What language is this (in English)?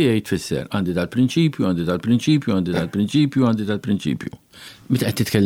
Maltese